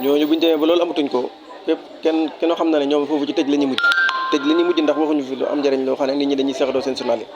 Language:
Wolof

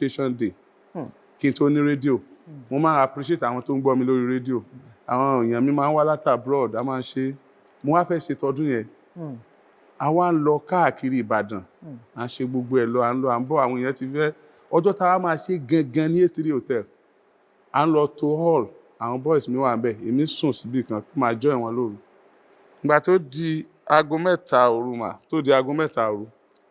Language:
Yoruba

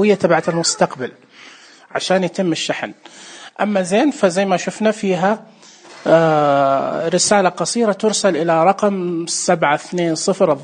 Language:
Najdi Arabic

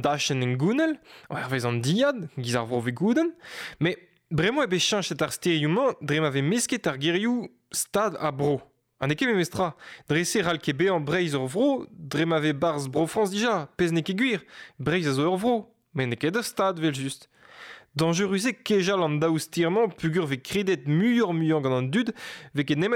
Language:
Breton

